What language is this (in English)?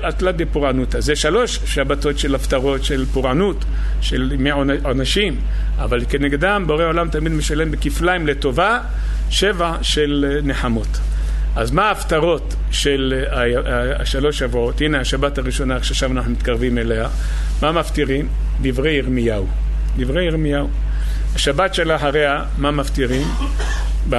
Hebrew